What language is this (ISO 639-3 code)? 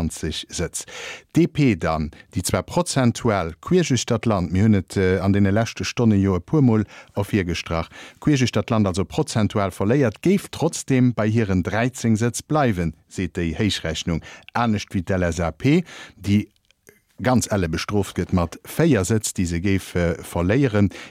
ltz